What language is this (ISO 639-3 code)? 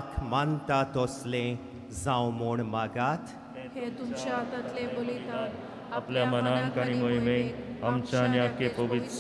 kok